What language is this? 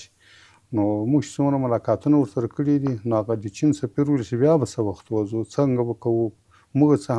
Pashto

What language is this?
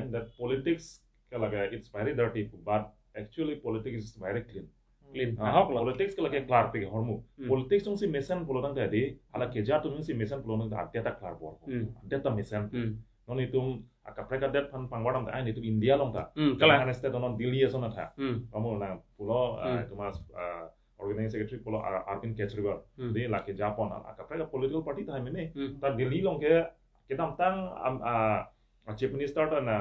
Karbi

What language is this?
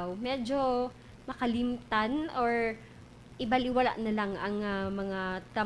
Cebuano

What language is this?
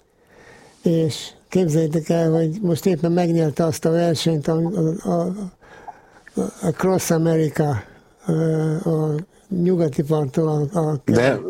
Hungarian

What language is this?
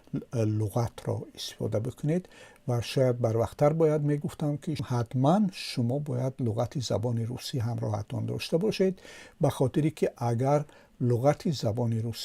Tajik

